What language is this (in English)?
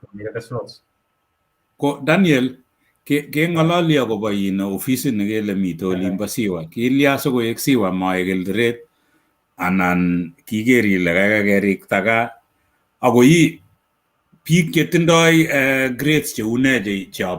Kalenjin